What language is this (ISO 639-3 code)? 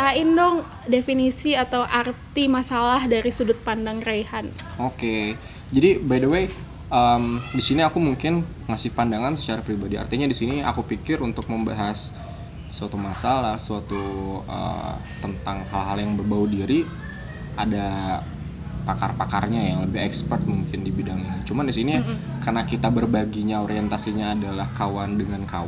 ind